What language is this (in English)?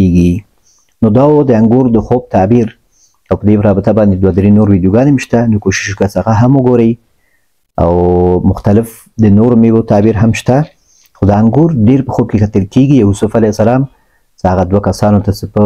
Pashto